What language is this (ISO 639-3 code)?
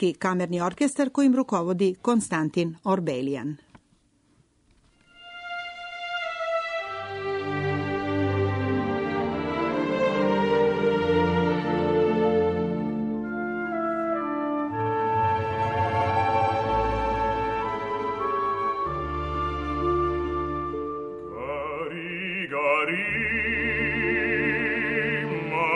srp